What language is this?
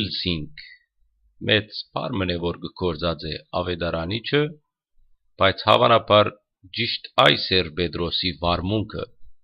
Western Armenian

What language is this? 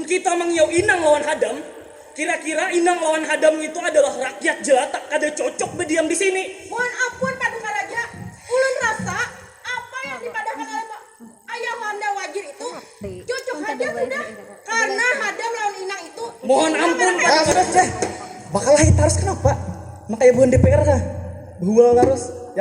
Banjar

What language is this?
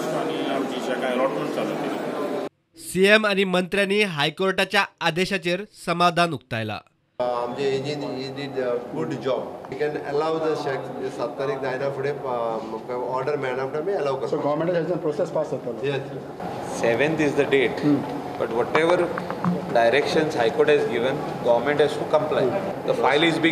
Konkani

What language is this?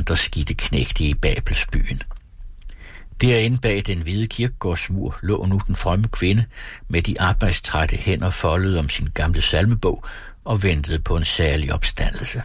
Danish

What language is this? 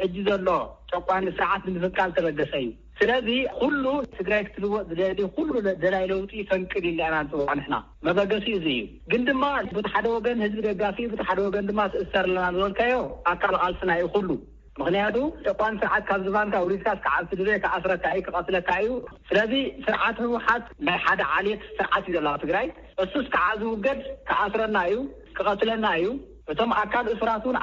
Tigrinya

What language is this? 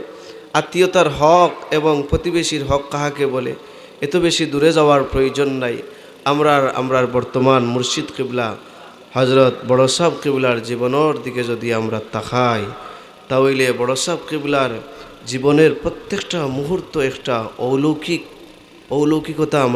Sylheti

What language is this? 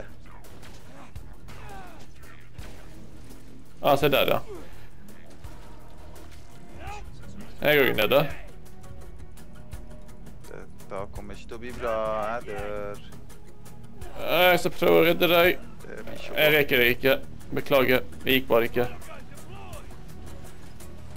Norwegian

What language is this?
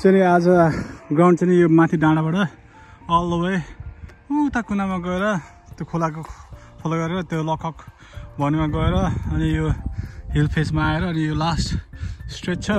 Nepali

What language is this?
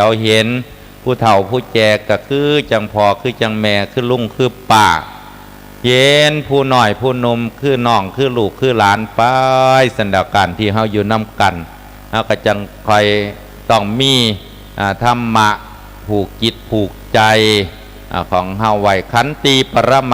Lao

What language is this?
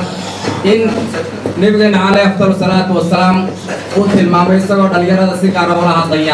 Somali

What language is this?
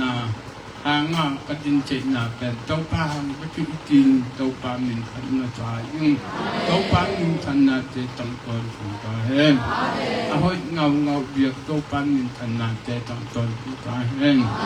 Tedim Chin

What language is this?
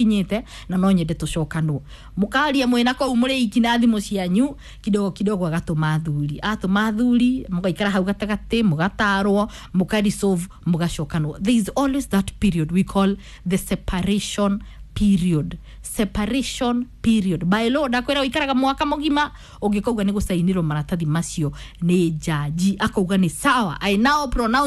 Kikuyu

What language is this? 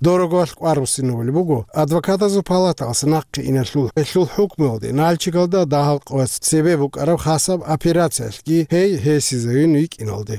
Avaric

